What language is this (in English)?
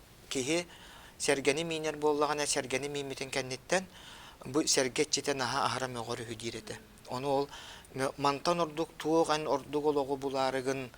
Yakut